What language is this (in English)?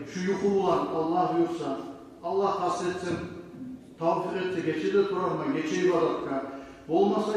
Kumyk